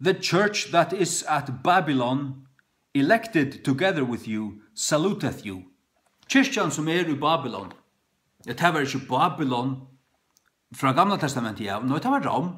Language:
Faroese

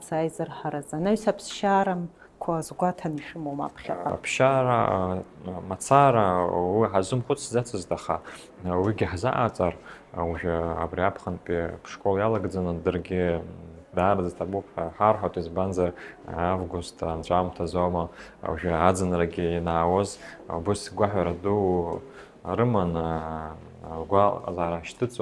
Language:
Abkhazian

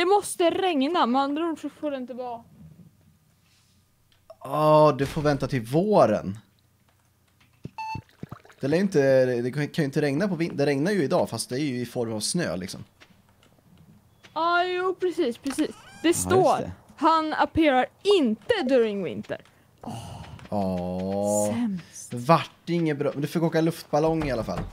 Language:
Swedish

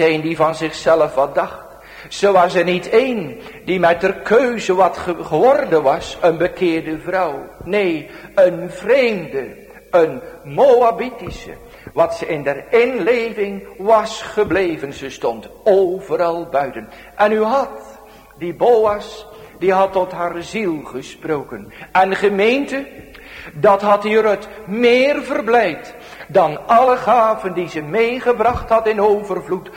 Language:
Dutch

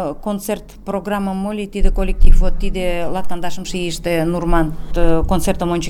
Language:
Mari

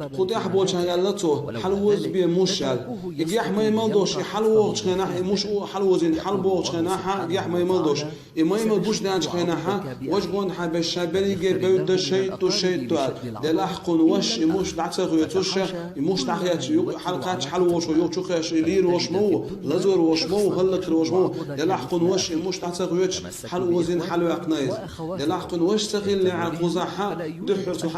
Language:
Chechen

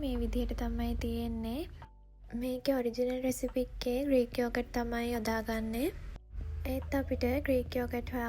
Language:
Sinhala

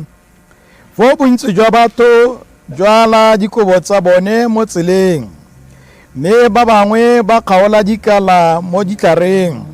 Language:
Tswana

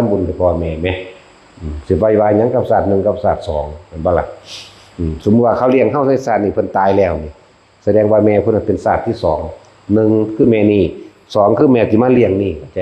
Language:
Northeastern Thai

